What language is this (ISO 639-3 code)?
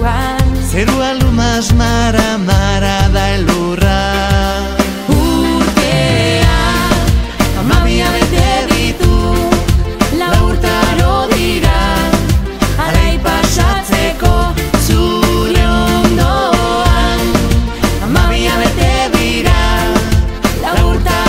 eus